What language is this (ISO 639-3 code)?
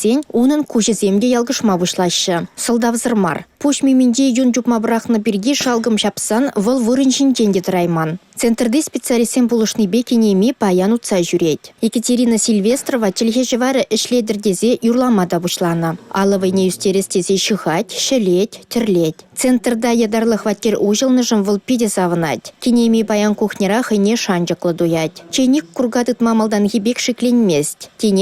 chv